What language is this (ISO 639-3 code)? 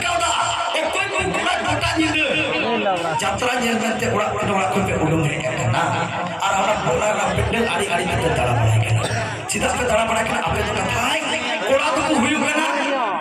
sat